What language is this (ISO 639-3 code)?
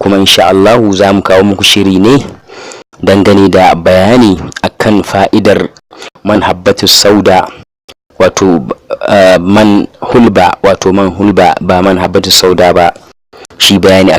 hau